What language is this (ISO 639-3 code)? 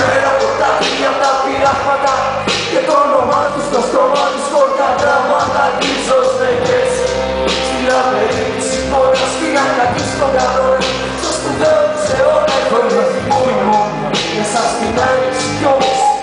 ell